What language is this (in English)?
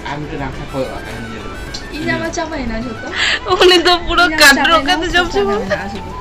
Santali